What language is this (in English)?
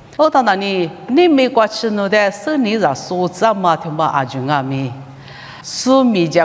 Lisu